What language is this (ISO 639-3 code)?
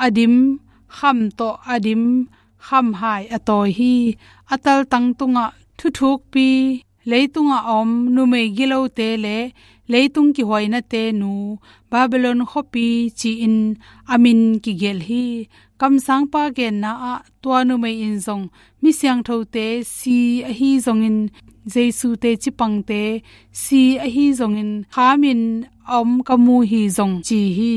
ctd